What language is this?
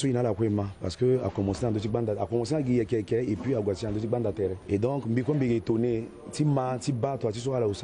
Sango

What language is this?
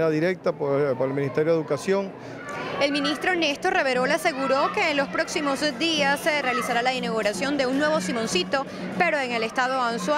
Spanish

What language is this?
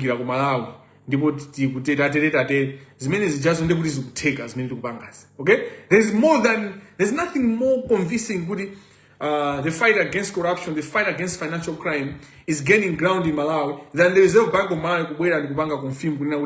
Nyanja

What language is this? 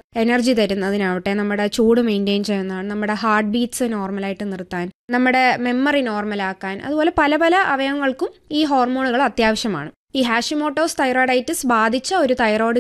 Malayalam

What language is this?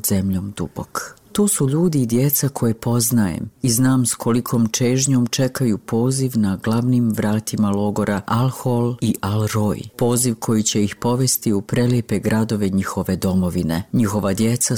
Bosnian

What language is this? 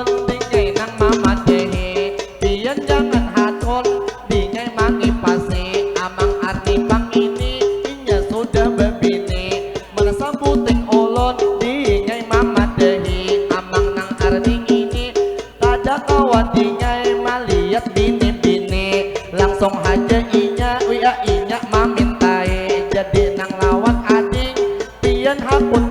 Banjar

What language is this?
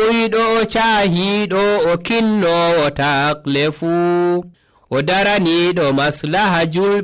Nigerian Fulfulde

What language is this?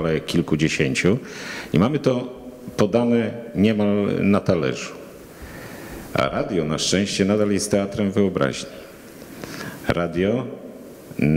Polish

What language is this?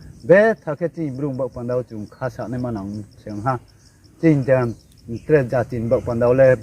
Riang (India)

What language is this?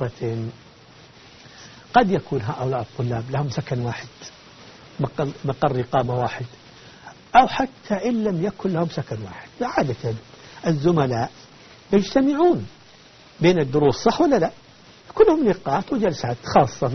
Arabic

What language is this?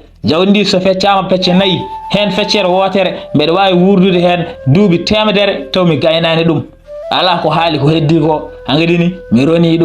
Fula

